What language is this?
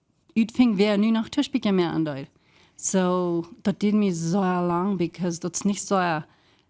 Plautdietsch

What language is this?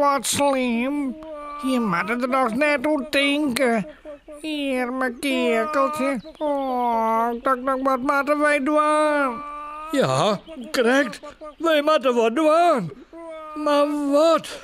Western Frisian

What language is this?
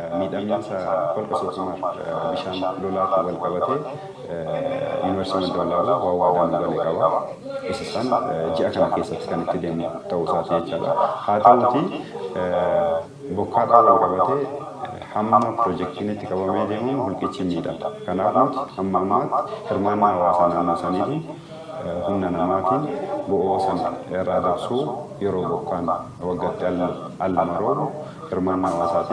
Oromo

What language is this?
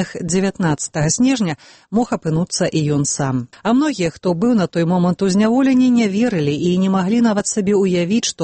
Belarusian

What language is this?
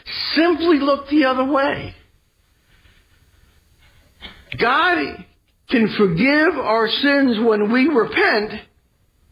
English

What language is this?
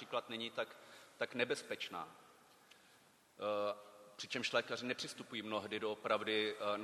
Czech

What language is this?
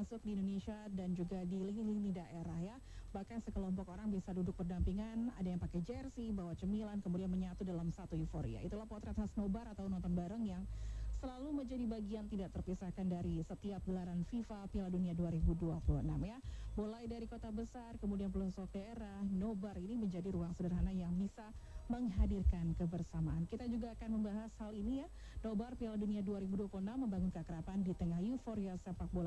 Indonesian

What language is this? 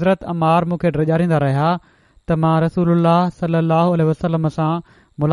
Sindhi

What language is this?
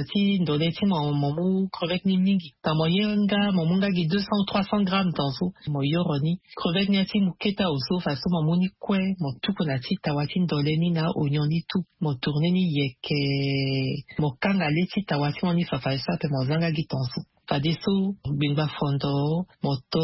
Sango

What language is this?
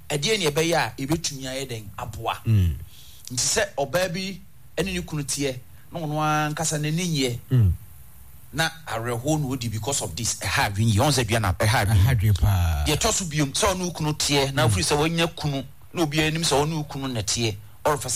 Akan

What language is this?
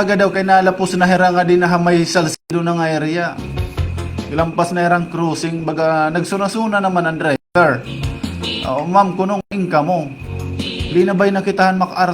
Waray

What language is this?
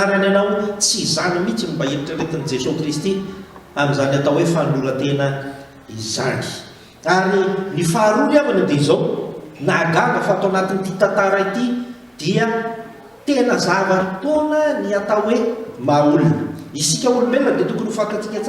Malagasy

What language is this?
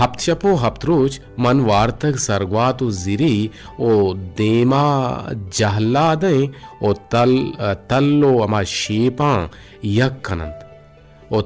Eastern Balochi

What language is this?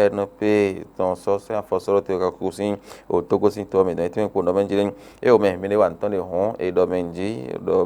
Fon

